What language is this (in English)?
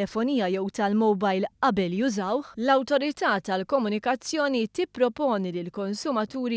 Maltese